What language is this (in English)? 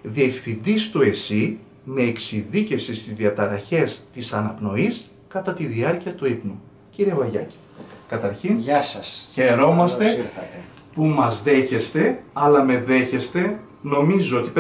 Greek